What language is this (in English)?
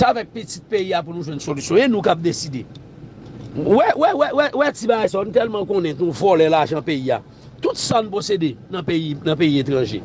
Haitian Creole